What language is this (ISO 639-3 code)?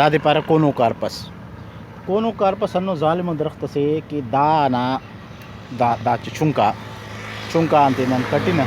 brh